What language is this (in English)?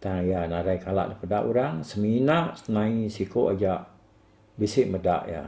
Iban